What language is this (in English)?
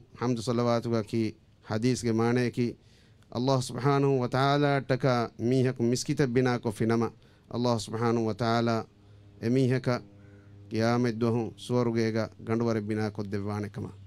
Divehi